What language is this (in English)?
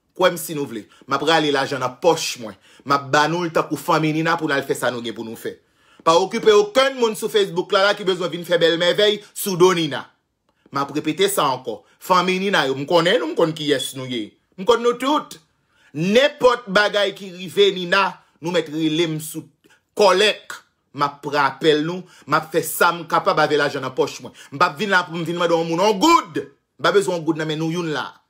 Haitian Creole